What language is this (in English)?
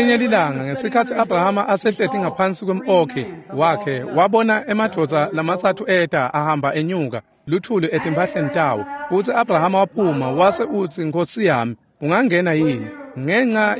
Swati